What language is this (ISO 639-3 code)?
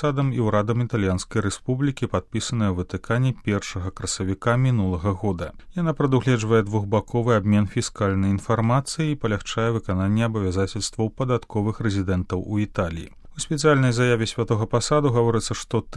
bel